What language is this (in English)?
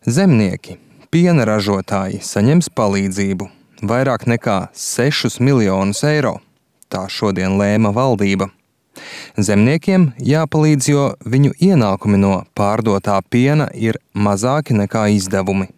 Latvian